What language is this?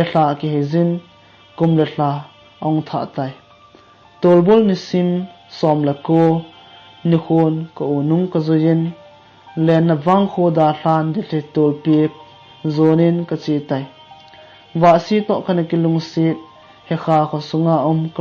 Thado Chin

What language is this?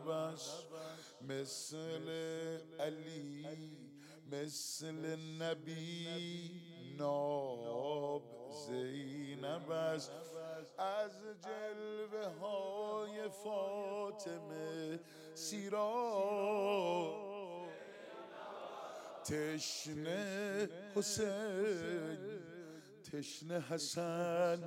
Persian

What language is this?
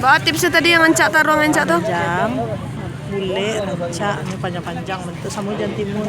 Minangkabau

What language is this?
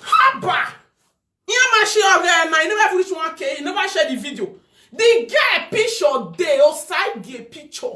Nigerian Pidgin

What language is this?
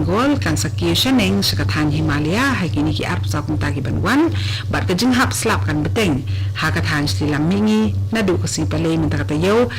Khasi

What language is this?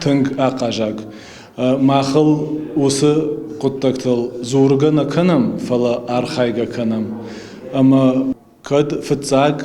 Ossetic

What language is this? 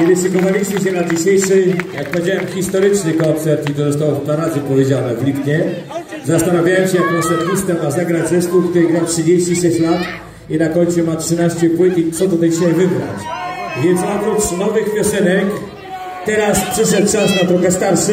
Polish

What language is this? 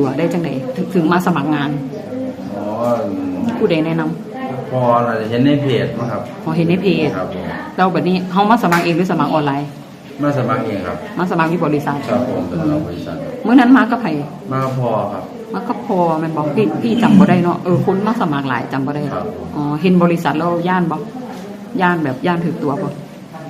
Northeastern Thai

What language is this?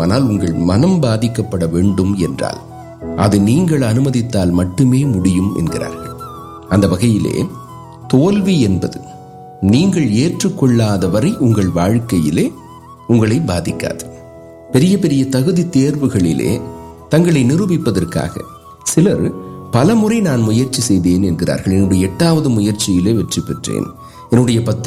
Tamil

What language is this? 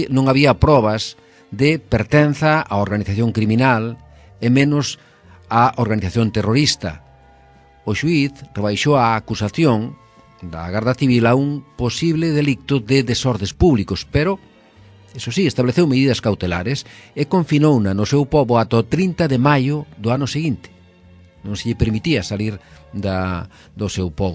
Galician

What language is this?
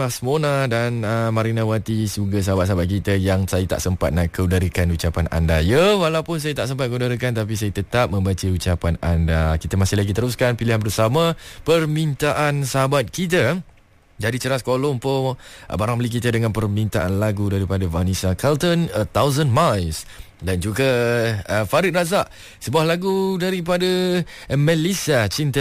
Malay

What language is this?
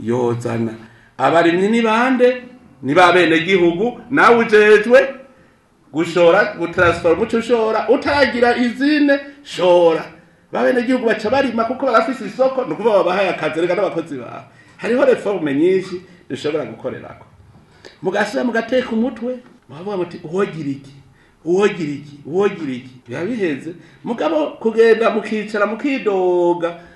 Rundi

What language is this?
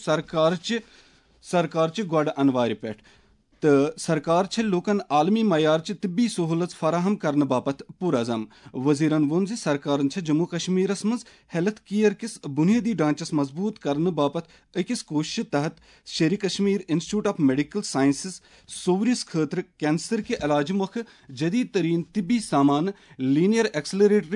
Kashmiri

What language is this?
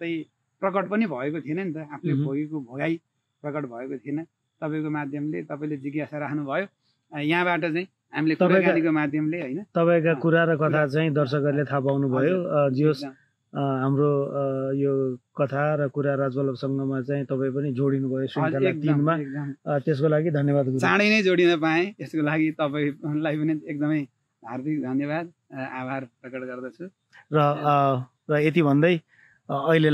Nepali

